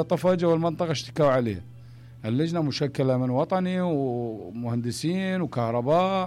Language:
Mesopotamian Arabic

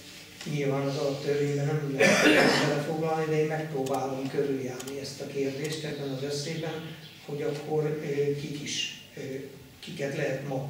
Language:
Hungarian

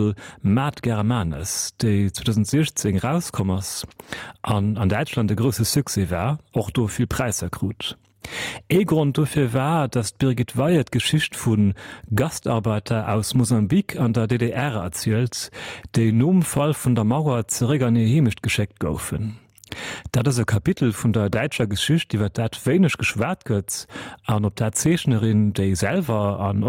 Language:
Luxembourgish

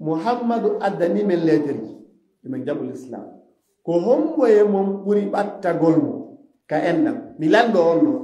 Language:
Fula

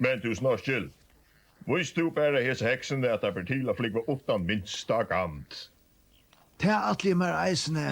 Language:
Faroese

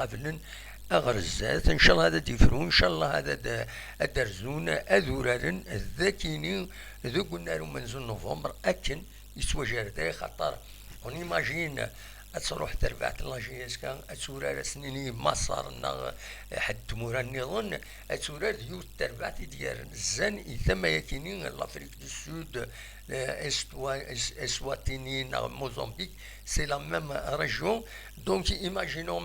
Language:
Kabyle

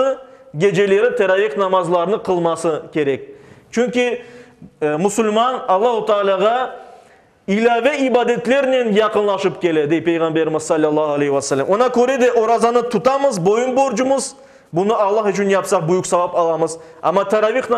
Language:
Crimean Tatar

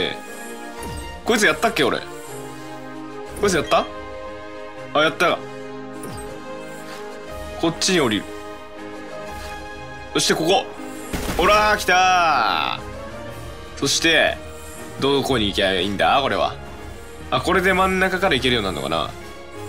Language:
Japanese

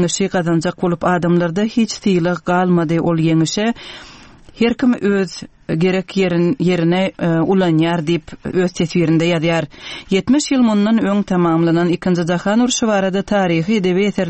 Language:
Turkmen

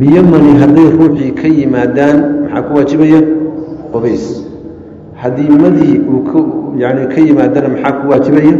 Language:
Somali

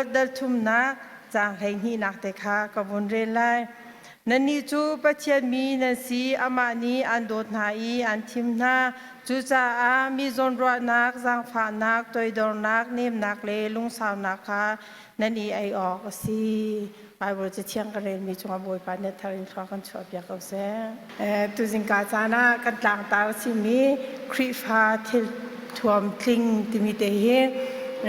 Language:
Hakha Chin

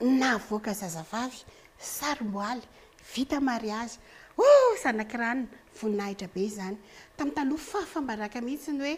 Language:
Malagasy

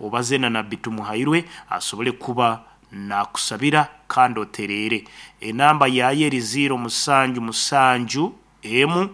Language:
Nyankole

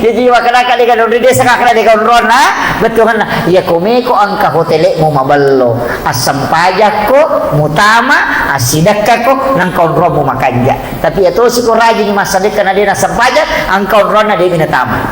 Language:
Buginese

